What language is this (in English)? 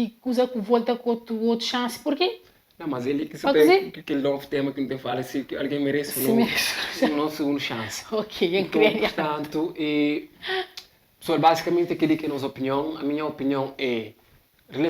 Kabuverdianu